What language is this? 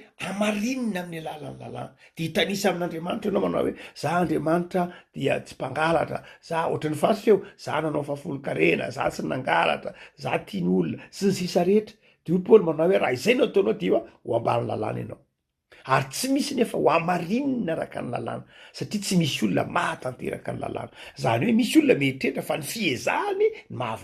Malagasy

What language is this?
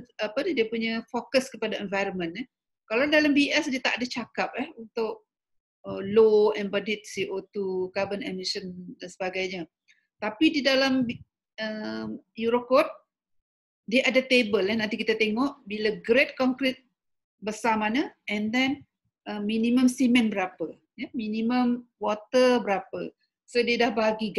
Malay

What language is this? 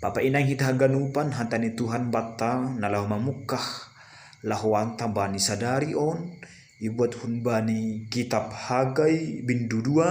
Batak Simalungun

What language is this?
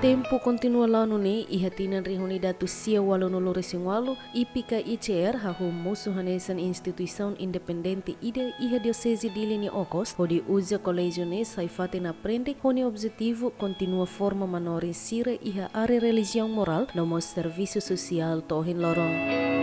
Tetum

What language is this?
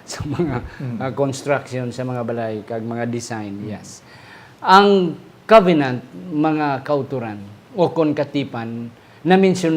Hiligaynon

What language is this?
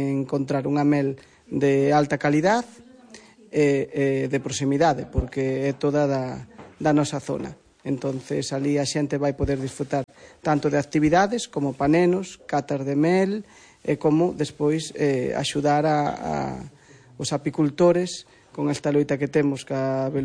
Galician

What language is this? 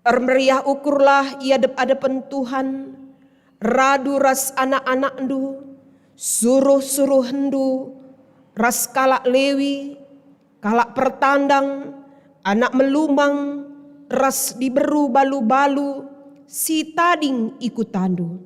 Batak Karo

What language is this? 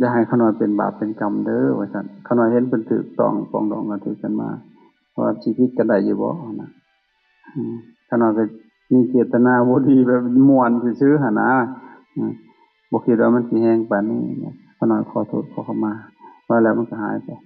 Lao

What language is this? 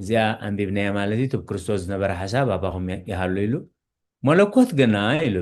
Tigrinya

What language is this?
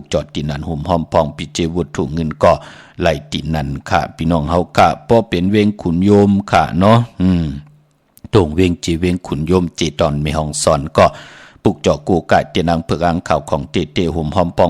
Shan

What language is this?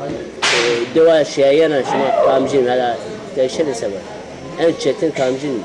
Zaza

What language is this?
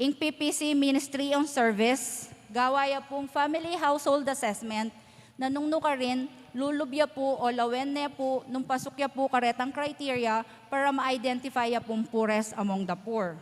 Pampanga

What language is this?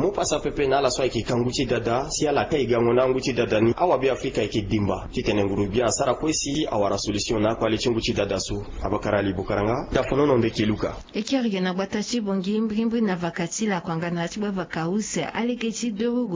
Sango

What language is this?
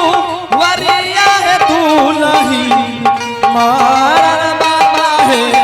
Angika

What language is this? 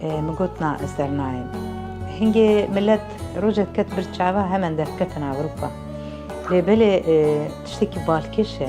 Kurdish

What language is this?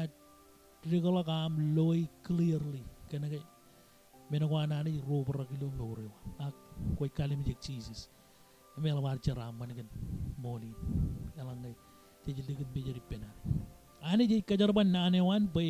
Marshallese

